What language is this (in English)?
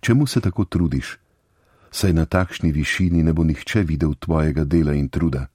Slovenian